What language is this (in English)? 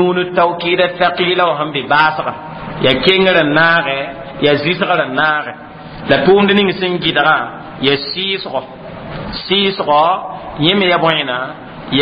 Mossi